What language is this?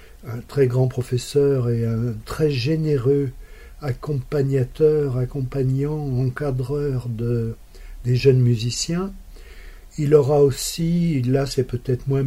French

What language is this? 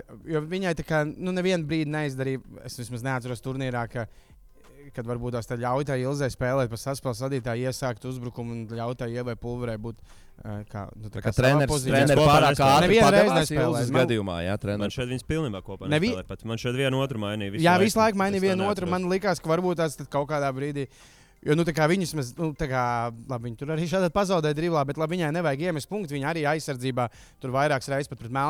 Latvian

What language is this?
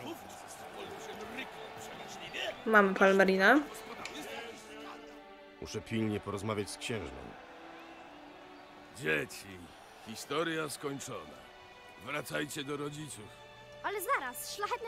Polish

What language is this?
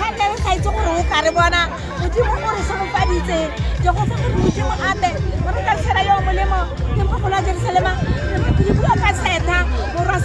Tswana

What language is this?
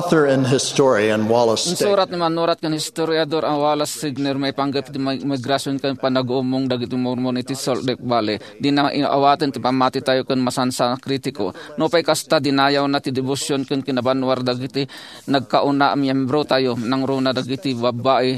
Iloko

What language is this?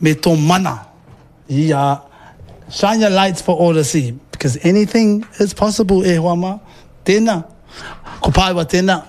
Māori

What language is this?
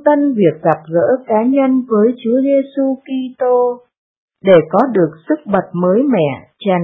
Vietnamese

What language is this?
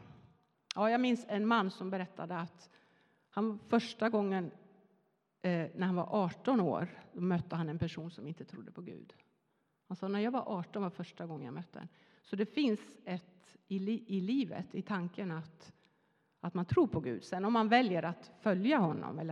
Swedish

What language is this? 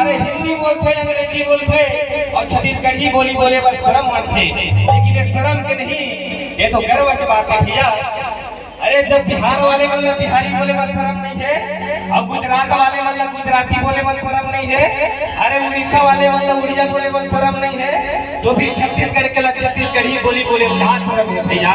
Chhattisgarhi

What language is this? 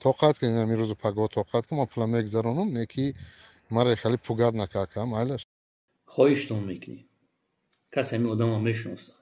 Tajik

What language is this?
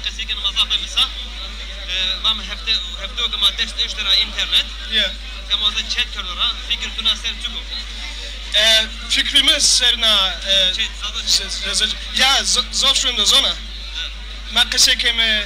Zaza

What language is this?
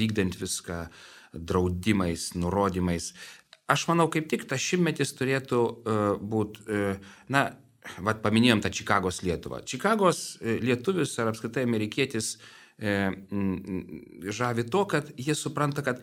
Lithuanian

